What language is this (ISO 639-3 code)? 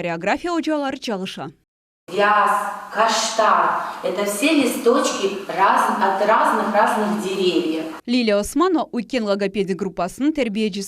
crh